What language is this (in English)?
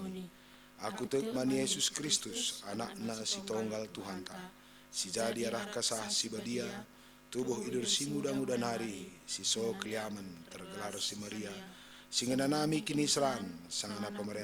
Batak Karo